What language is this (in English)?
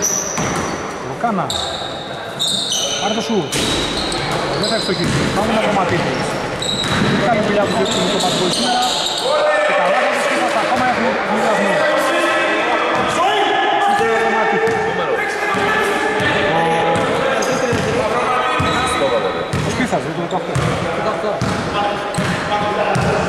Greek